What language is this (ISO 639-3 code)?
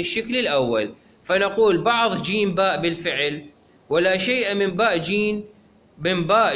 acm